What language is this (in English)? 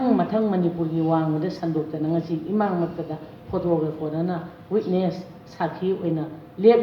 Manipuri